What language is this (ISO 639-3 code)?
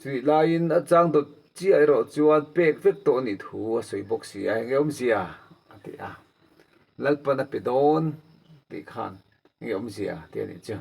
lus